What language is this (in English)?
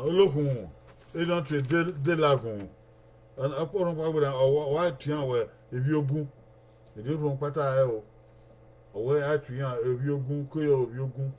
Bini